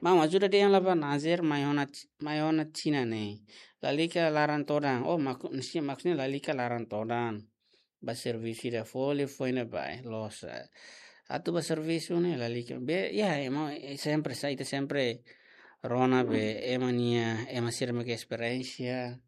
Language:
Tetum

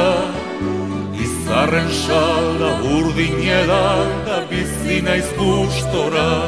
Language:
Basque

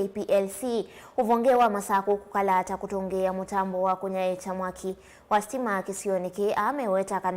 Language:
Kamba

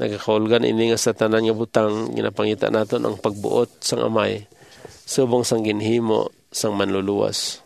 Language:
Hiligaynon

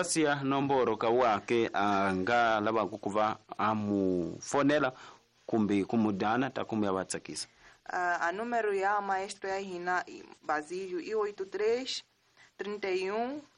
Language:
Tsonga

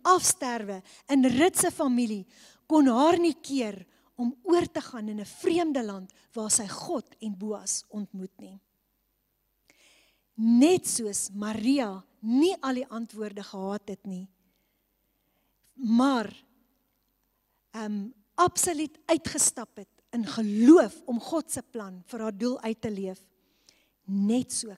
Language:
Afrikaans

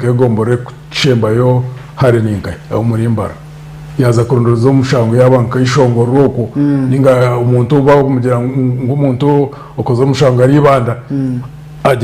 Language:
Nyankole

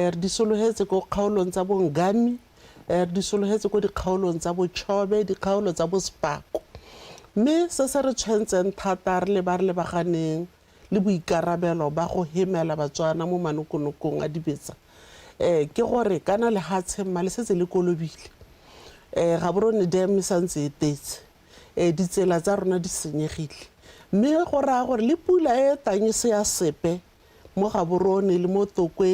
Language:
Tswana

